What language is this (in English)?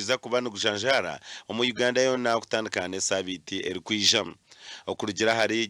Nyankole